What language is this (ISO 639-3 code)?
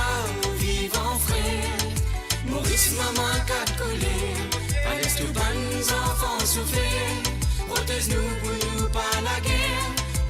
mfe